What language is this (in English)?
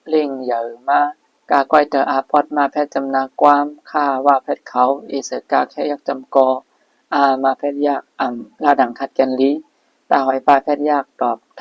Shan